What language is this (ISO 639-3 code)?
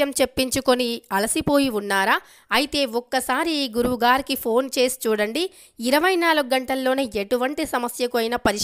tel